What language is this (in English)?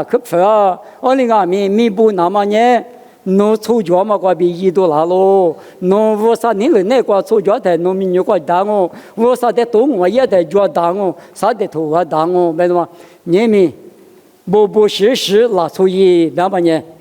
Lisu